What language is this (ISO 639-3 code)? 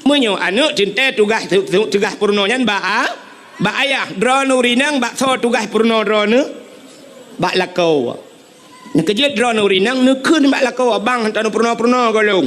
ace